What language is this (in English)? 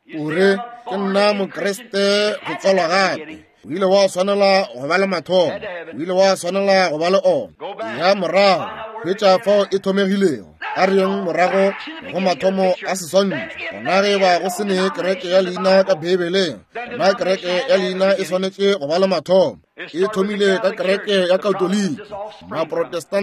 Northern Sotho